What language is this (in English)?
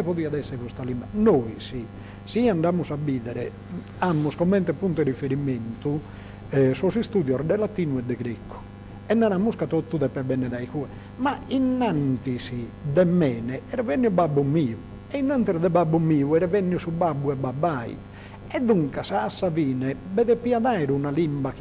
Sardinian